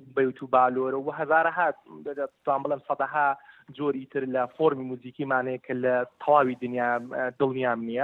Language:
Central Kurdish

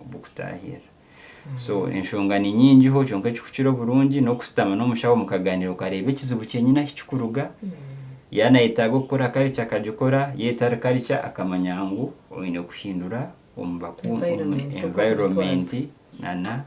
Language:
Nyankole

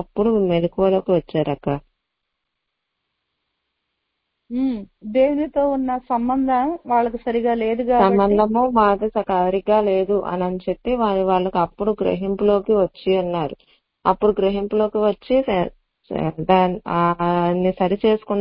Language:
Telugu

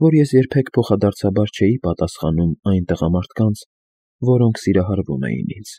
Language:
Armenian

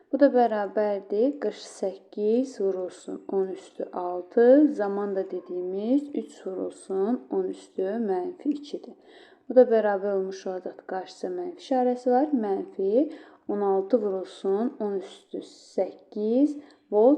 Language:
Azerbaijani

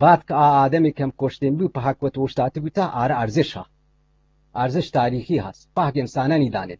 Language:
Eastern Balochi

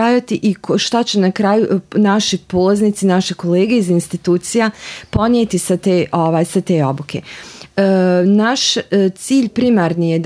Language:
Bosnian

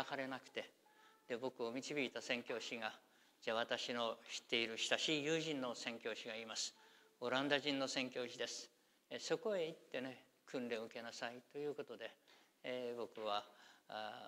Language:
Japanese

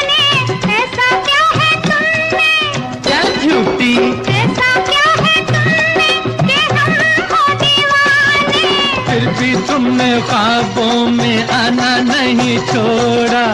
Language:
Hindi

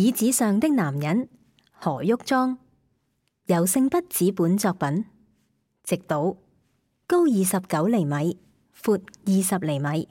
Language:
Cantonese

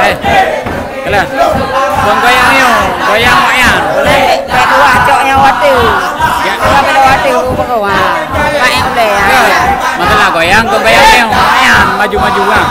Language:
Achinese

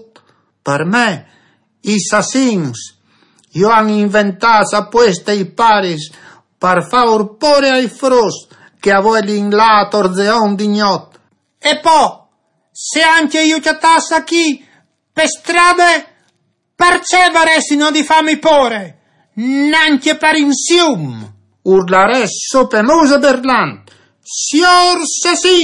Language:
Friulian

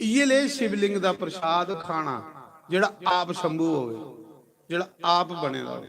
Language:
Dogri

